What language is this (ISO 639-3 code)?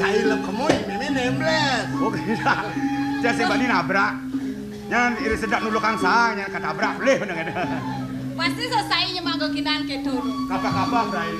ban